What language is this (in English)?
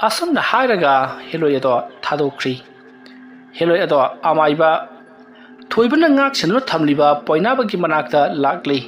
Manipuri